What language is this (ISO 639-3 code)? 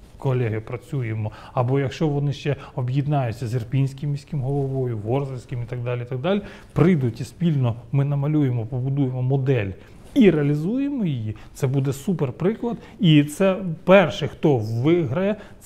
ukr